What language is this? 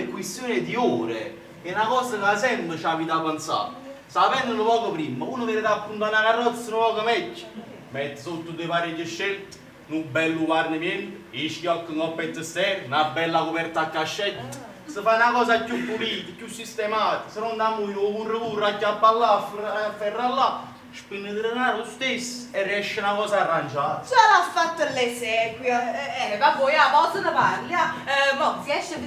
Neapolitan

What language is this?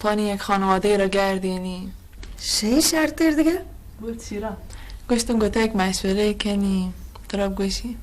Baluchi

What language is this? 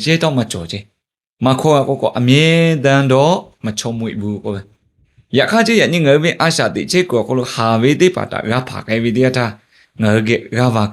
Lahu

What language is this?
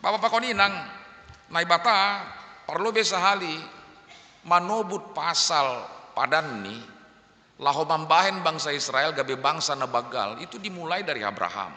Batak Simalungun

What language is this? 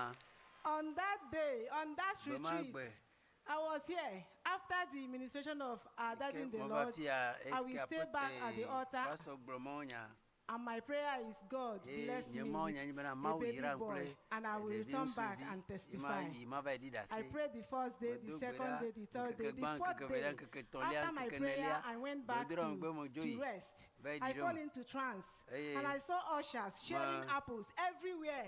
Ewe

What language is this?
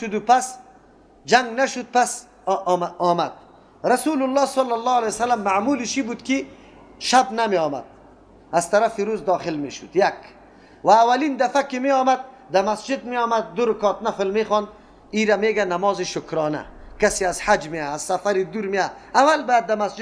Persian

